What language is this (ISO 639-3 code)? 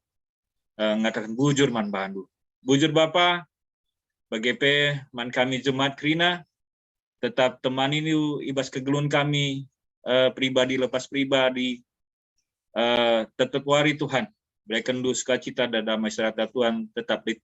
btx